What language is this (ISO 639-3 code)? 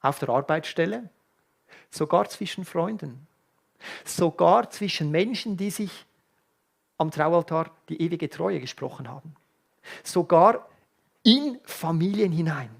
gsw